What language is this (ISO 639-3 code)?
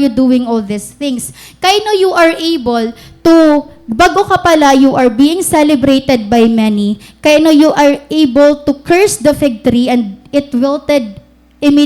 war